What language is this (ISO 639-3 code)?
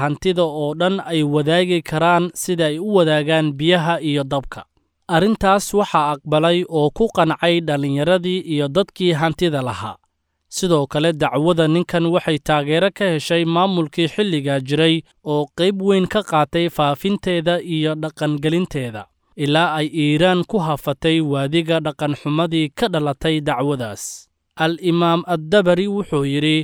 som